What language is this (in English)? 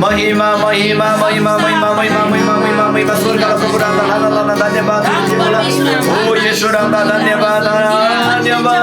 Eastern Tamang